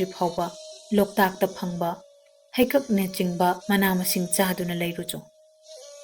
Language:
Manipuri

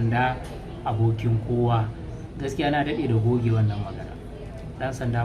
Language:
Hausa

